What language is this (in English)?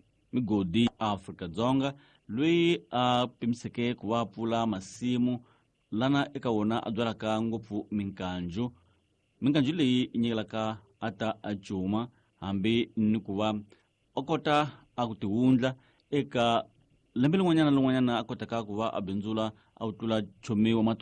Tsonga